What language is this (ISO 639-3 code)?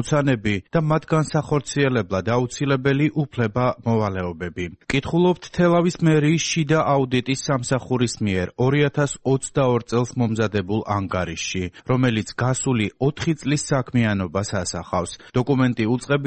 kat